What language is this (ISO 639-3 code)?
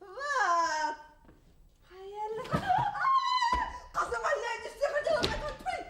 bak